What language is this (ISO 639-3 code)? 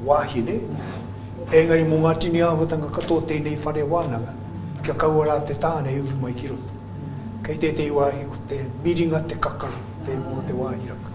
mri